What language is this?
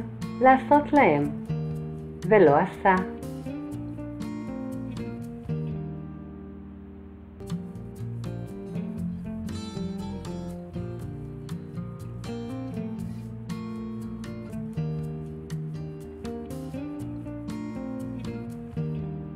Hebrew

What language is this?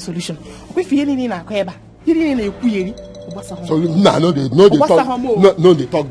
Nigerian Pidgin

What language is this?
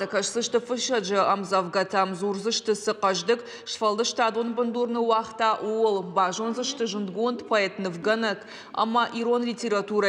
Ossetic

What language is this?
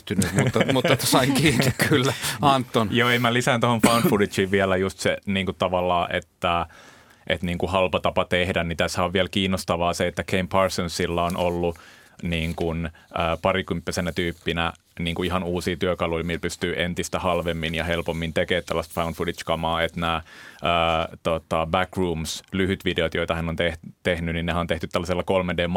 Finnish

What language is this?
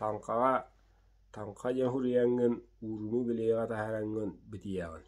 Yakut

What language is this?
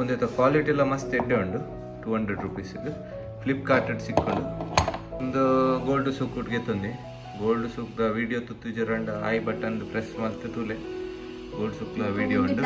Tulu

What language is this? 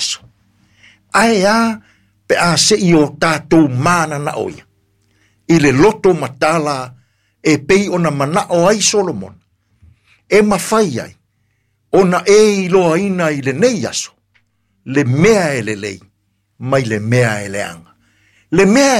Samoan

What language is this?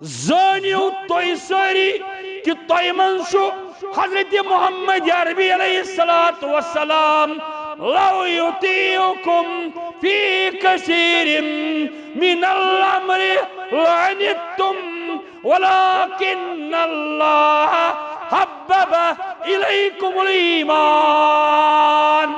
Kashmiri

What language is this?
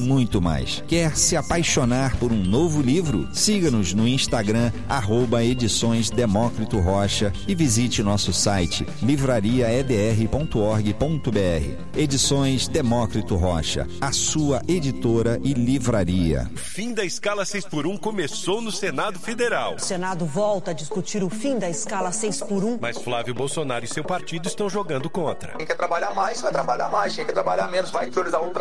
Portuguese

